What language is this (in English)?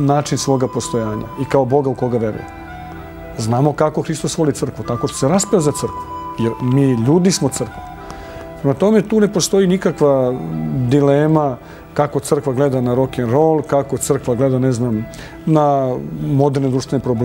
Serbian